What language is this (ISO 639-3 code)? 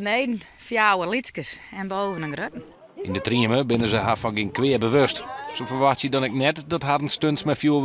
fry